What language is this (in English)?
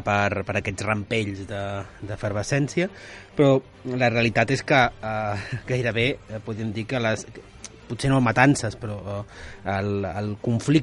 Catalan